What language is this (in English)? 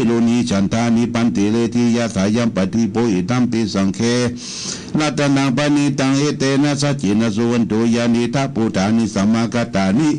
Pali